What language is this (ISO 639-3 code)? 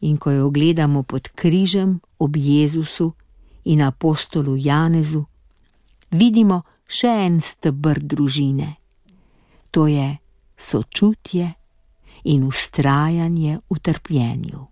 slv